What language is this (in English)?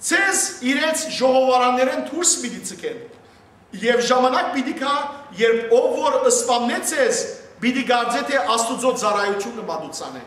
Western Armenian